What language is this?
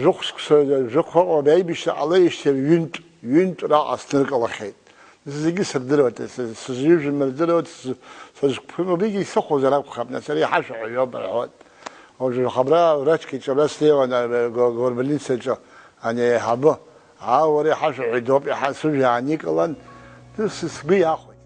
Abkhazian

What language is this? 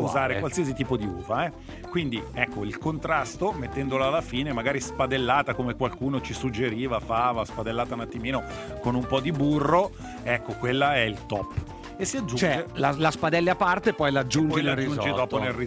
Italian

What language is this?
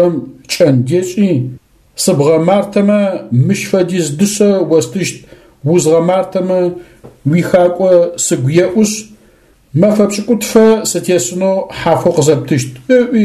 Adyghe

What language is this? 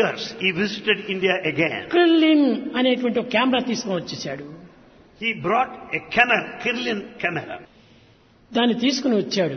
Telugu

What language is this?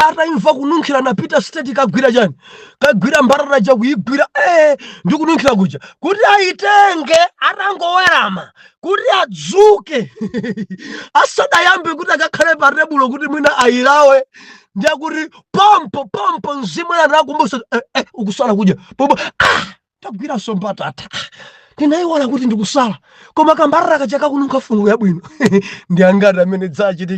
Nyanja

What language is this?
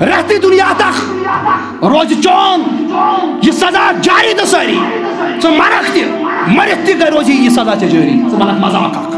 Kashmiri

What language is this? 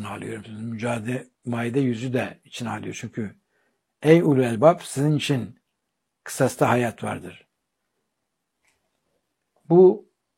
Turkish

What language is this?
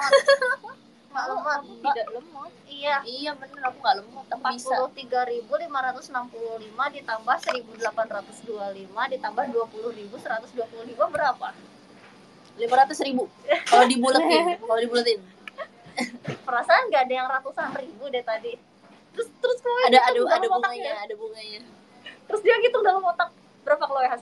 Indonesian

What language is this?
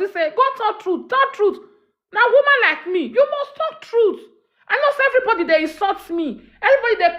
Nigerian Pidgin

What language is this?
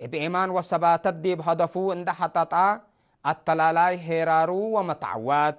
Tigre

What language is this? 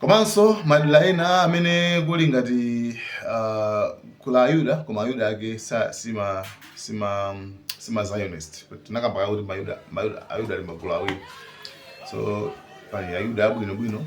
Nyanja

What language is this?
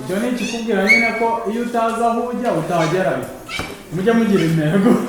Kinyarwanda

